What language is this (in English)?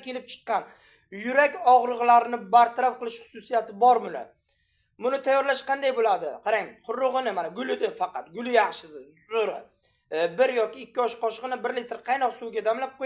Uzbek